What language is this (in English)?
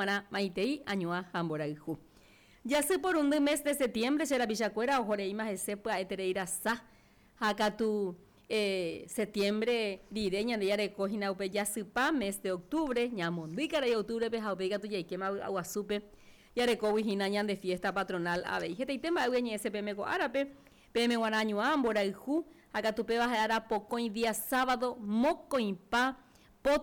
Guarani